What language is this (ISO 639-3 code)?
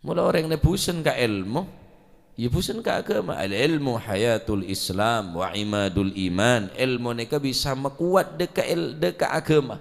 mad